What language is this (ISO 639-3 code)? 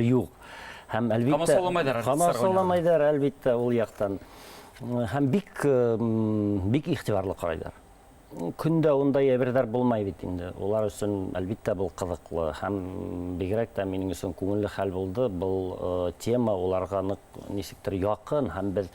bak